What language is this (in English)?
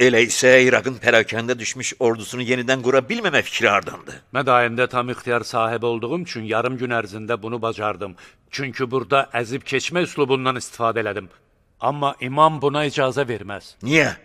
Azerbaijani